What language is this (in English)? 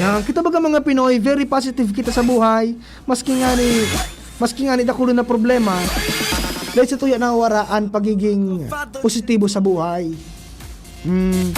Bikol